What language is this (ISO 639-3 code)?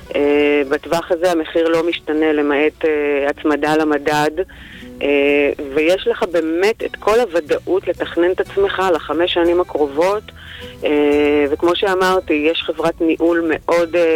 heb